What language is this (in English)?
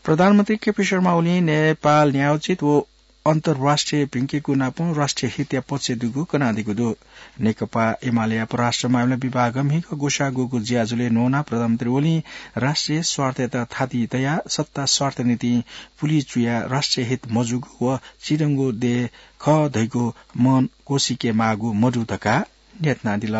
Newari